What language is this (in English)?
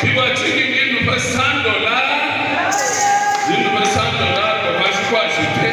Luba-Lulua